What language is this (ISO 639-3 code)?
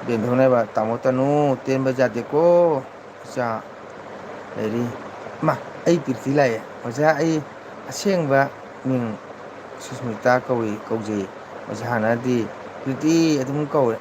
mni